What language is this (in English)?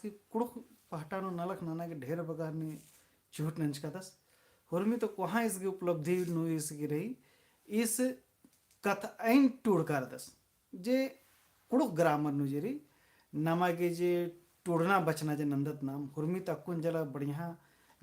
Kurukh